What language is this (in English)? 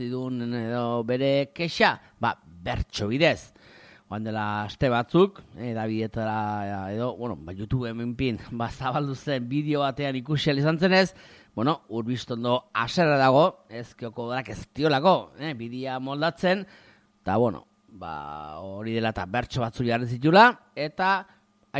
Basque